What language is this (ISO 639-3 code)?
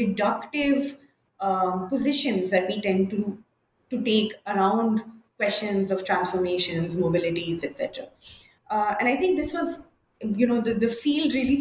eng